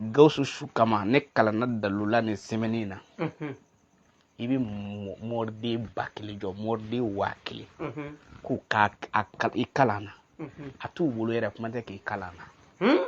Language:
Bambara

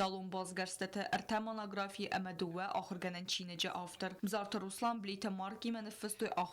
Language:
Ossetic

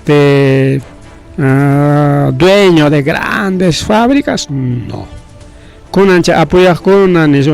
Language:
Ayacucho Quechua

